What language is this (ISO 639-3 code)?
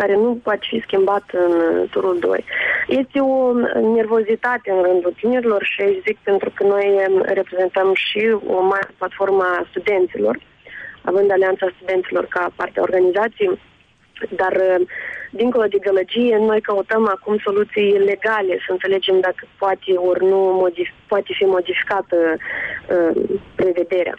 ron